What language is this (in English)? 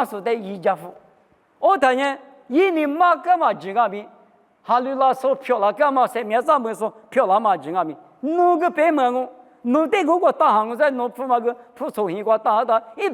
Lisu